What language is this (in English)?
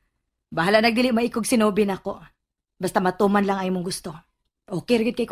Cebuano